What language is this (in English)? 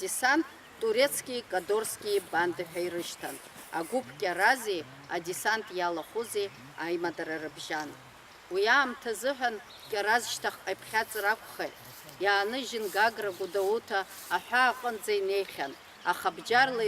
Abkhazian